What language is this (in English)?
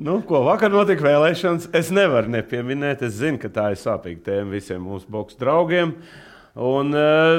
Latvian